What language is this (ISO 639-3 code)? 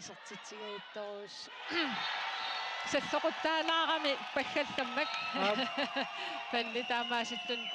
kal